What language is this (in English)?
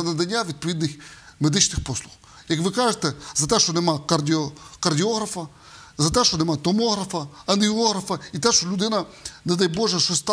Ukrainian